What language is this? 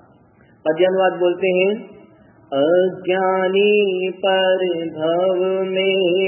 Hindi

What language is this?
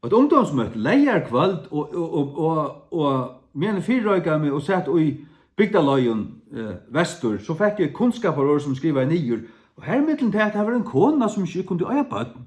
Faroese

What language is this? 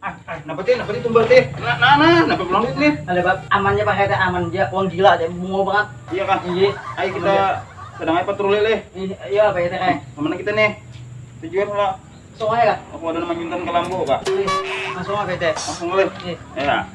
Banjar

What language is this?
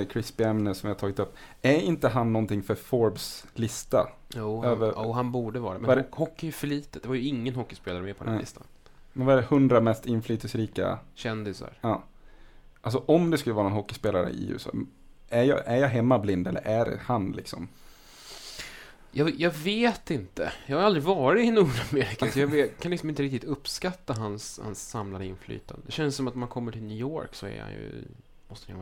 Swedish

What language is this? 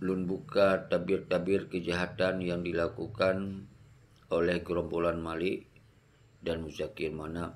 Achinese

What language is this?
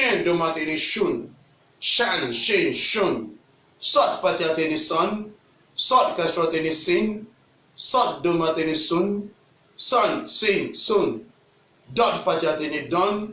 Yoruba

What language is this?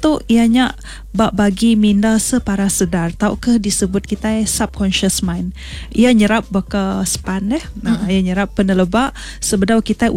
Iban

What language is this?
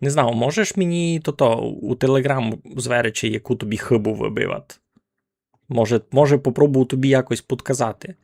Rusyn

